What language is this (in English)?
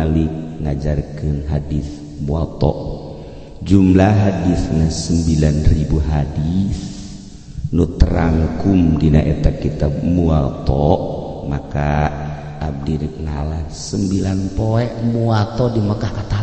Sundanese